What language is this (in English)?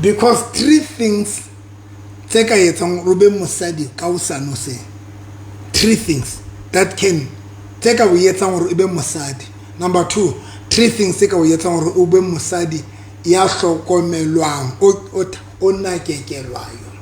Southern Sotho